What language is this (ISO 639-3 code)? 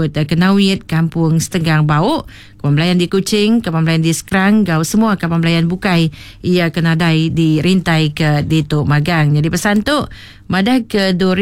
iba